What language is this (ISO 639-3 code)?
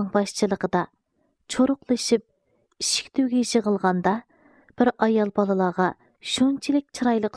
uig